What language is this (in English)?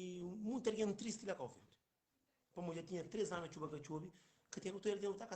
Kabuverdianu